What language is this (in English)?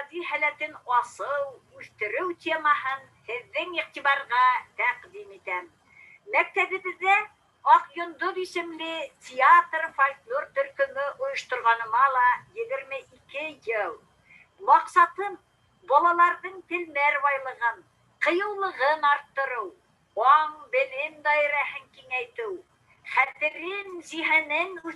Bashkir